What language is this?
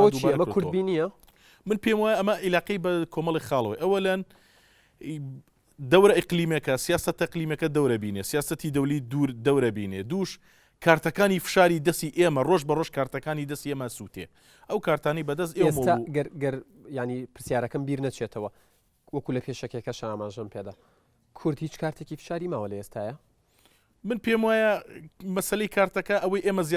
Central Kurdish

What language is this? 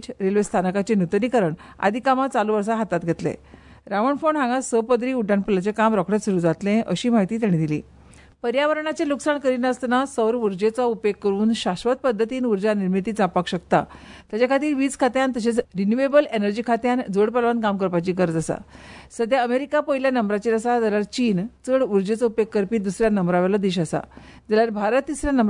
Konkani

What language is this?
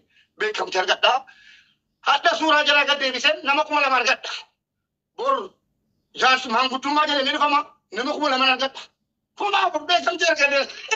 Oromo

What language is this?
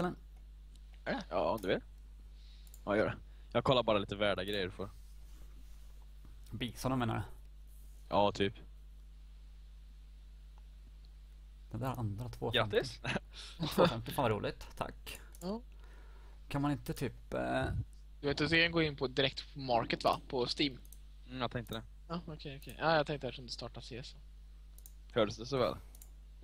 Swedish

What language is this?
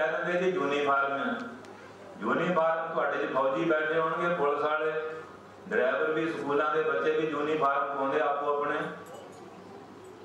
Punjabi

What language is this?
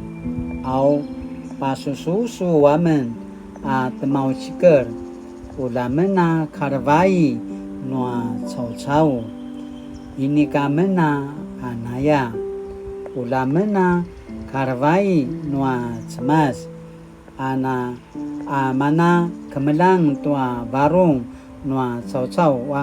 Paiwan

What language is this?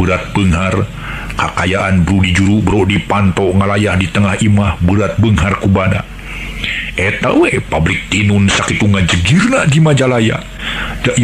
Sundanese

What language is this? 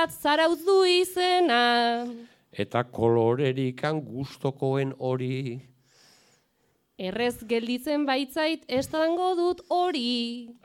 Basque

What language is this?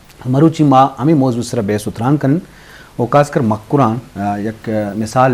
Eastern Balochi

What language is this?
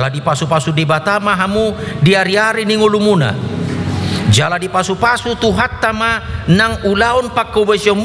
Batak Toba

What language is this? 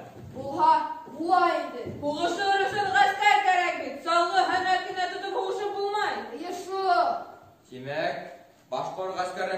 Bashkir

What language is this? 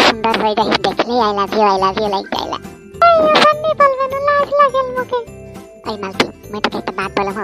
Sadri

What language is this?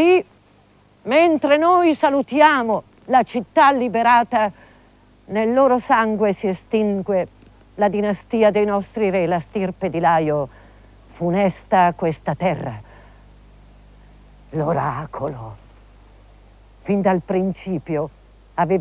Italian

